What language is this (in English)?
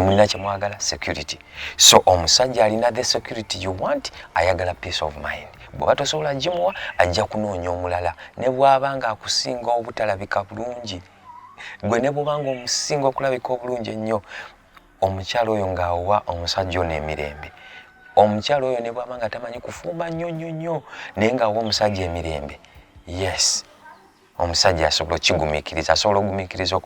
Ganda